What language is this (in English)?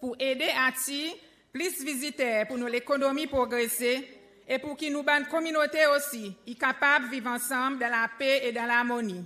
Seselwa Creole French